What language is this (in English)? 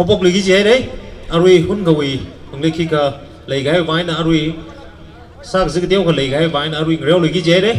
Tangkhul Naga (India)